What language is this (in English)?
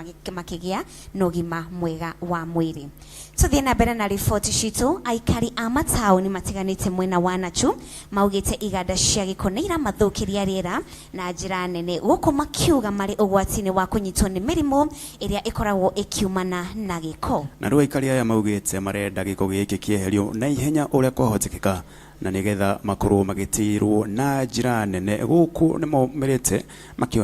Kikuyu